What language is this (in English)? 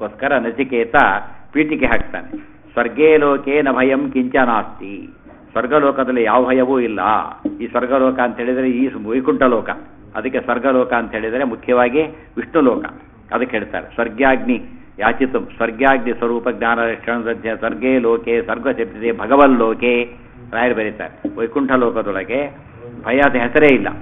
Kannada